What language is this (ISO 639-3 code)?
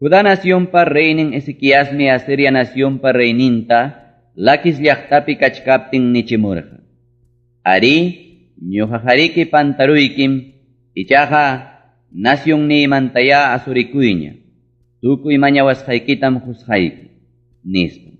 quy